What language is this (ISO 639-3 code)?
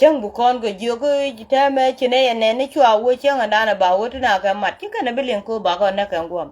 nus